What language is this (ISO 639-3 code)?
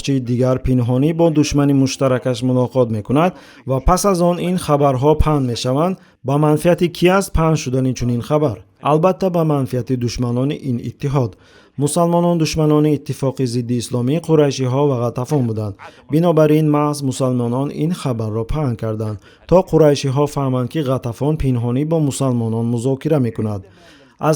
tgk